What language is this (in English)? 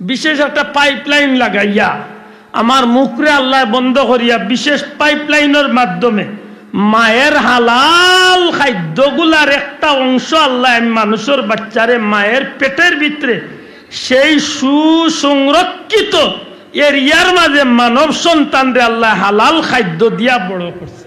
Sylheti